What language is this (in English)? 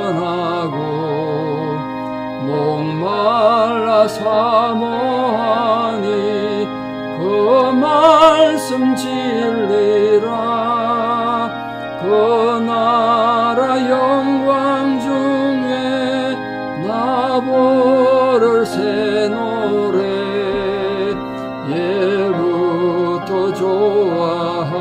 Korean